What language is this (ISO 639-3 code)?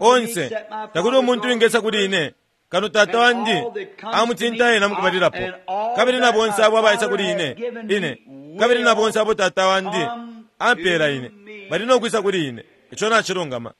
bem